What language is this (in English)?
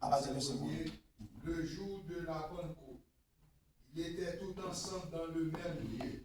Haitian Creole